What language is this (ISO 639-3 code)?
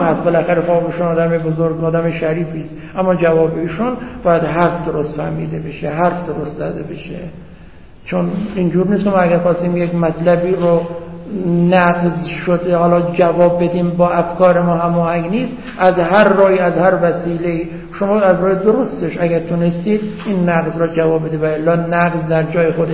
fas